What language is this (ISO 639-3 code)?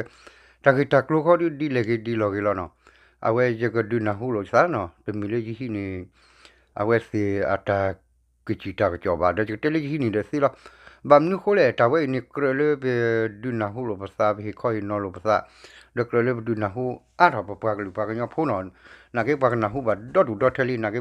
ksw